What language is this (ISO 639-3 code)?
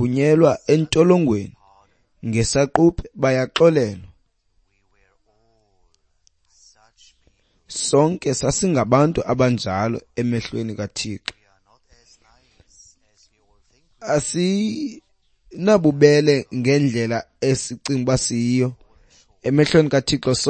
xho